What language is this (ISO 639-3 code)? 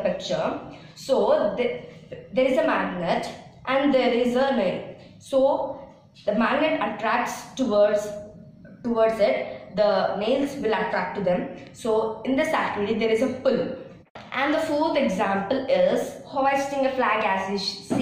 eng